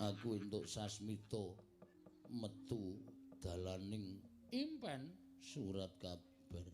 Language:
Javanese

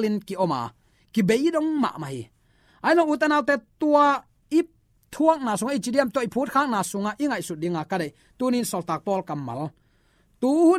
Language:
Tedim Chin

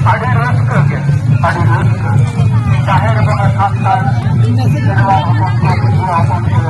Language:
Santali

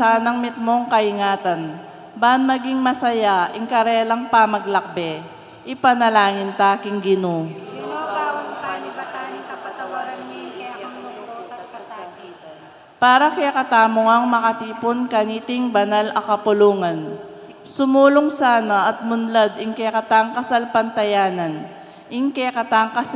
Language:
Pampanga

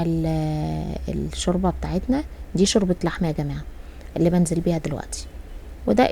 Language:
Egyptian Arabic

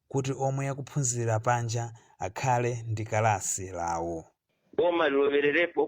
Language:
Nyanja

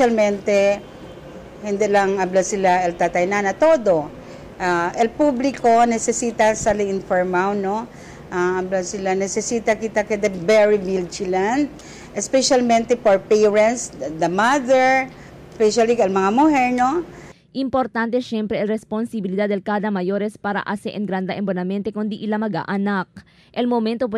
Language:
Chavacano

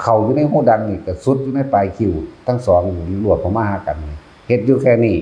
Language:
Northeastern Thai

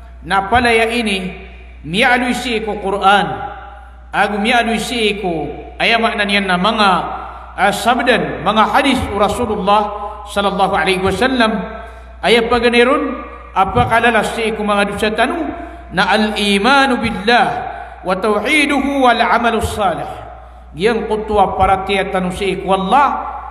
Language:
Maranao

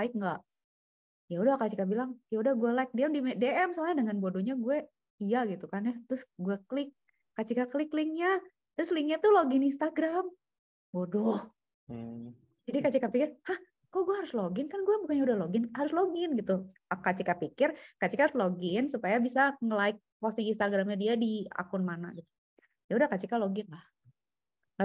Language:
Indonesian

